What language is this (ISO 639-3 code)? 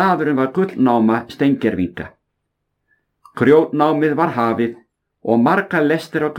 isl